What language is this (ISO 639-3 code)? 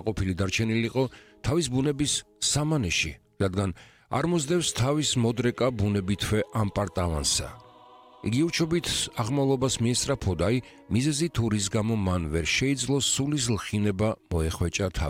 kat